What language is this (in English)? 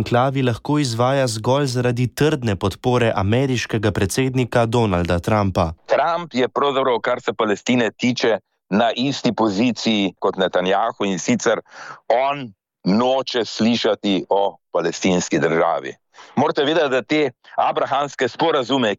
Slovenian